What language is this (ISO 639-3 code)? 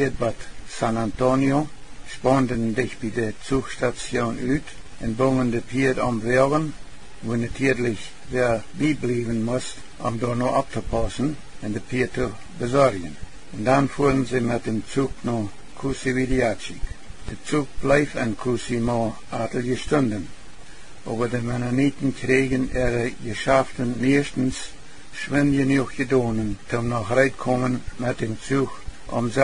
pdt